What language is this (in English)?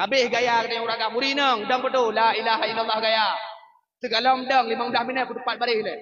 Achinese